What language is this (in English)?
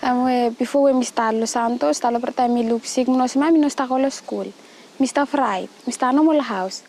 Bislama